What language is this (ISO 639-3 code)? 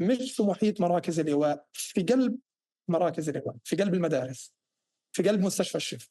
apc